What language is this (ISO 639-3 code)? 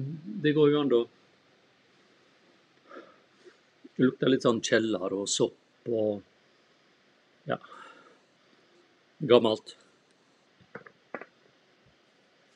nor